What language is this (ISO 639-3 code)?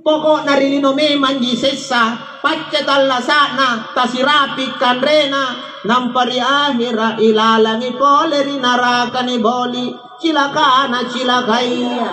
mak